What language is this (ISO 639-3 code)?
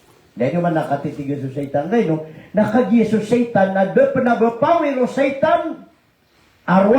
mrw